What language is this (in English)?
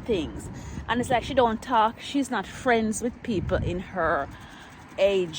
Jamaican Creole English